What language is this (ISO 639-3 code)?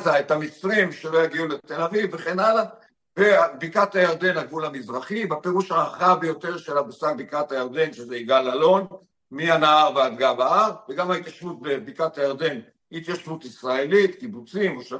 heb